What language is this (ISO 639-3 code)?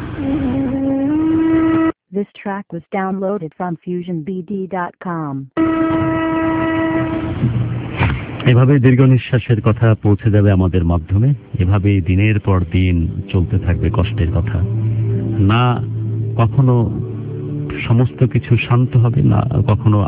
ben